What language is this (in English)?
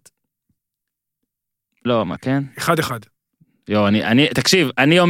Hebrew